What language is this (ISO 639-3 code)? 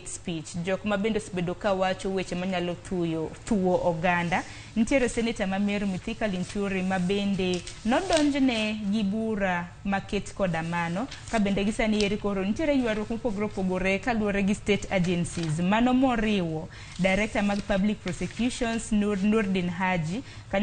luo